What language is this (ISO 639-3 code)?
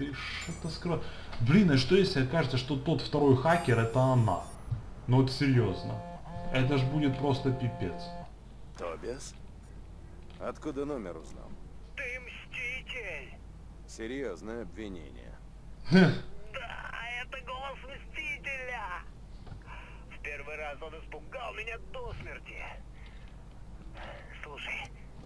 rus